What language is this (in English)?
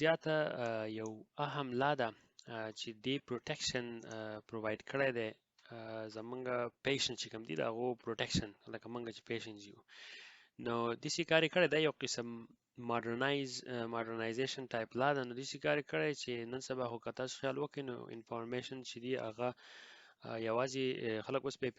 Pashto